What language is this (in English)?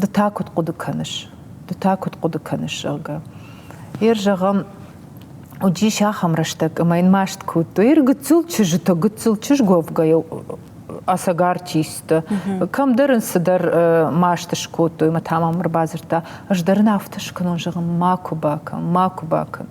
Ossetic